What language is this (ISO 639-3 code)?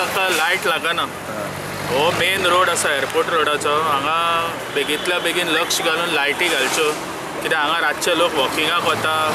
kok